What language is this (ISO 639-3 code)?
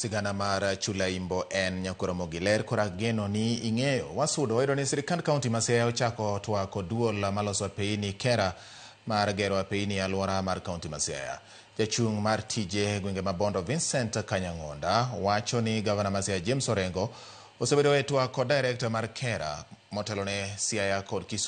luo